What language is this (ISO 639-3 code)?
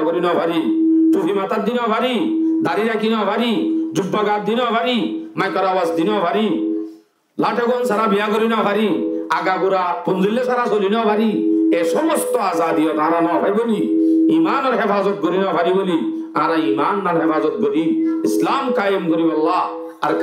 rhg